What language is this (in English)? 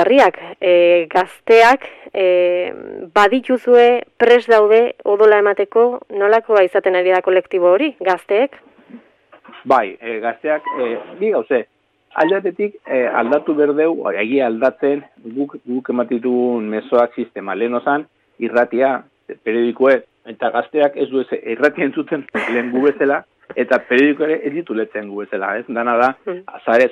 Basque